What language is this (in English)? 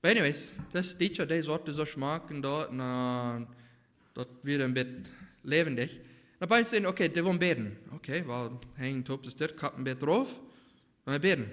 Plautdietsch